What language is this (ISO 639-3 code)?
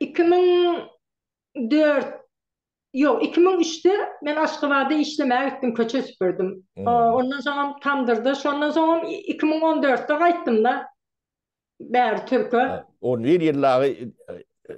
tuk